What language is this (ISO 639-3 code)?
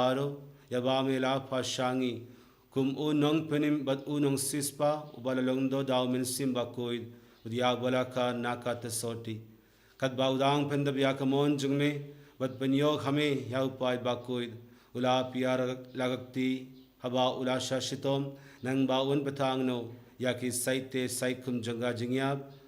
kha